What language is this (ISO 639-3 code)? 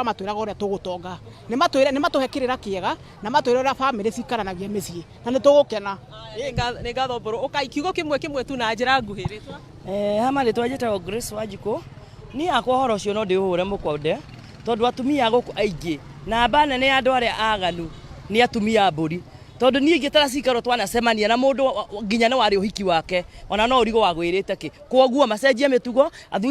kik